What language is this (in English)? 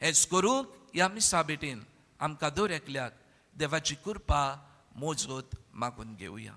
Konkani